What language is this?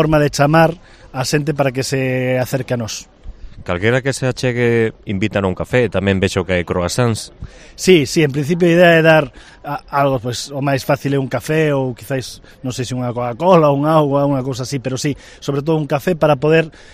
Galician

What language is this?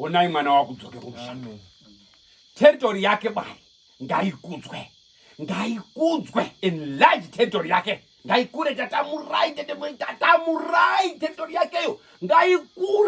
Shona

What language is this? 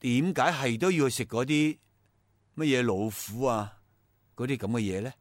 Cantonese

